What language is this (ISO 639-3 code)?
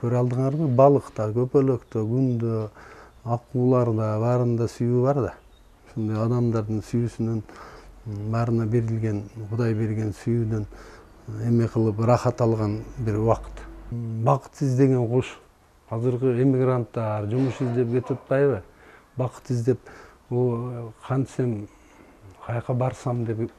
kir